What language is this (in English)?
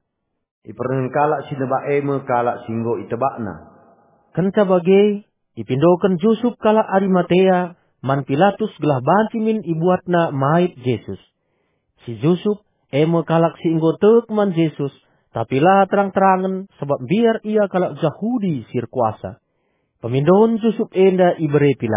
Batak Karo